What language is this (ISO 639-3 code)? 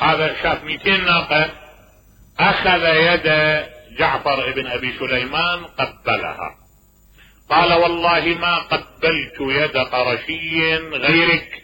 acm